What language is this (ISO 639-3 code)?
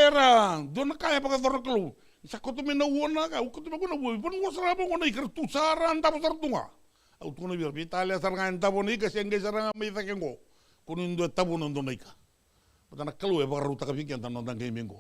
fij